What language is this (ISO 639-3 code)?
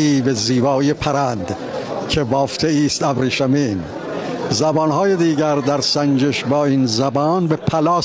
tgk